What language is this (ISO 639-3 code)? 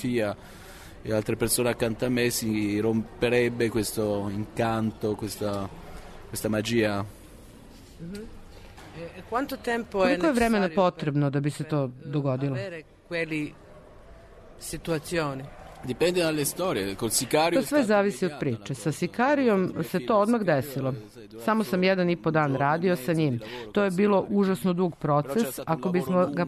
srp